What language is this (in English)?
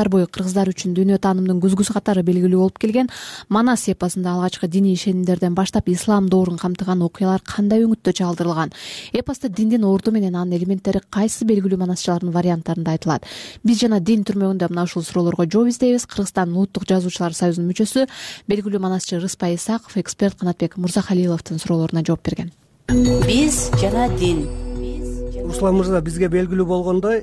Kyrgyz